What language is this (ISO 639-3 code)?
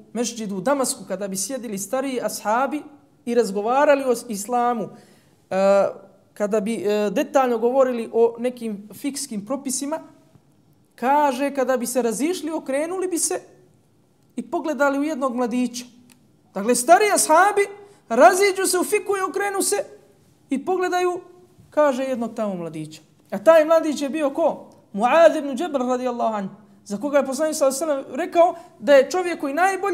bos